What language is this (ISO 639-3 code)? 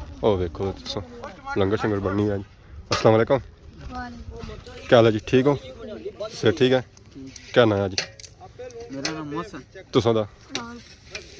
phr